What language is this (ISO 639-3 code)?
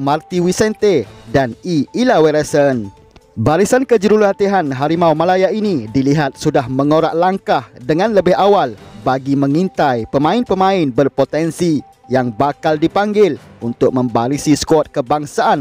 msa